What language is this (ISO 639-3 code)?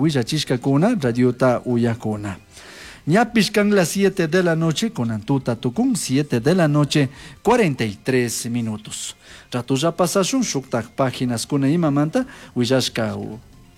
qug